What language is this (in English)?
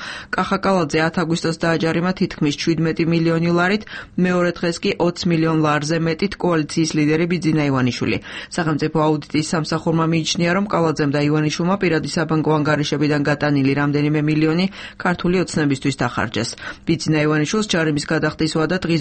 Georgian